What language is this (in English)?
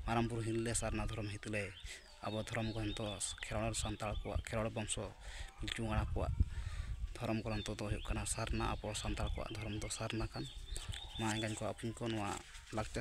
Santali